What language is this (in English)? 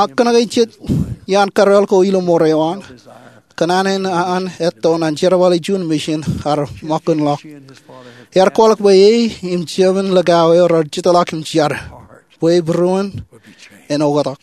Marshallese